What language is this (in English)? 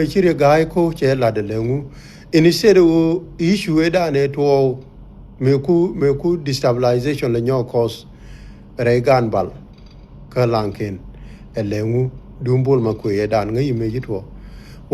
Nuer